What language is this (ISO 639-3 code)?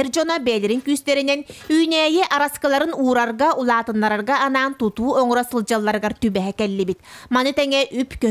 sah